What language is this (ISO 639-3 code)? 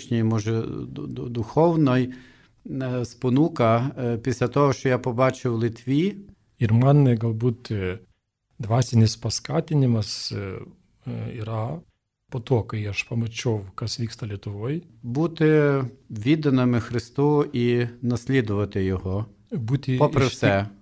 lit